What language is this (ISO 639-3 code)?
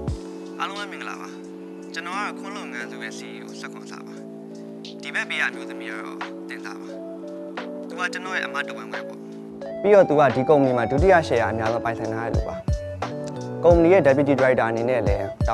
mya